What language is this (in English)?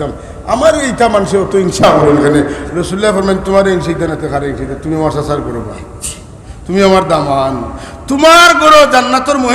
Sylheti